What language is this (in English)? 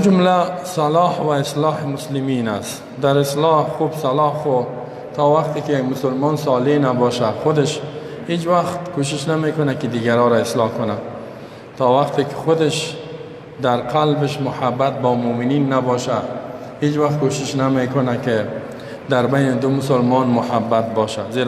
Persian